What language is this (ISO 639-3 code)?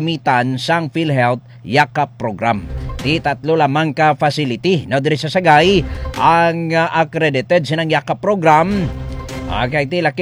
hil